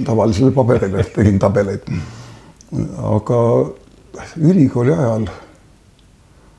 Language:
Estonian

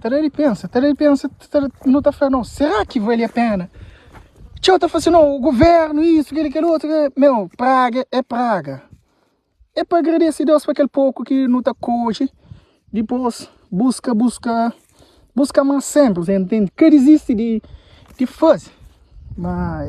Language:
Kabuverdianu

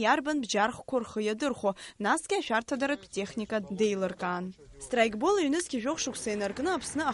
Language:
Abkhazian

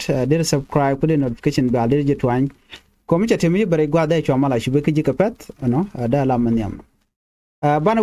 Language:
Nuer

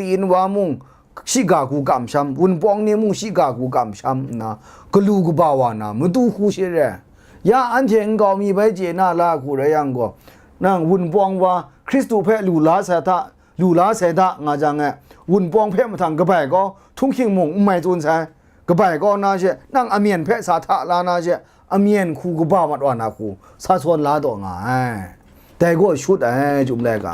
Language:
Kachin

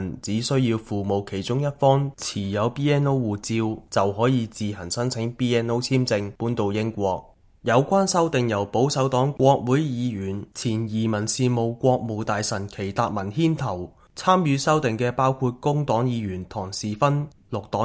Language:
Cantonese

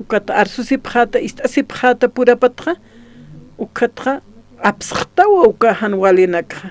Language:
Aymara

